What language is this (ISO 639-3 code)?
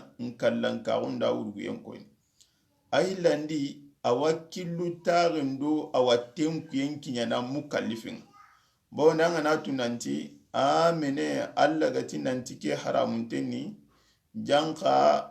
snk